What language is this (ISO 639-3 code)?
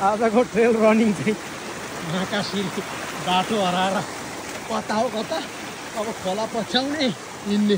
nep